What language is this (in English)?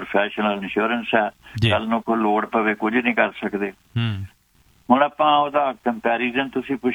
Punjabi